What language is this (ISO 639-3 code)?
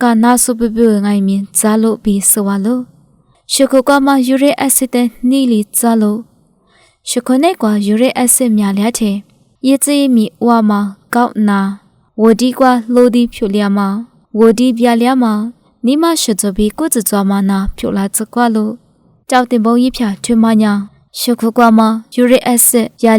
lis